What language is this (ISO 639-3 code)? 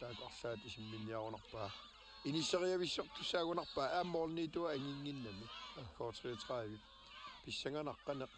kal